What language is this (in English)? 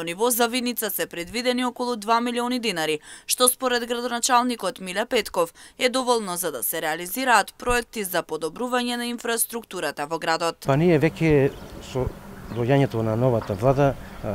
Macedonian